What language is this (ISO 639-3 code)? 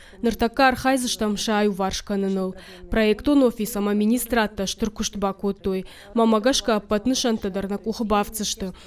oss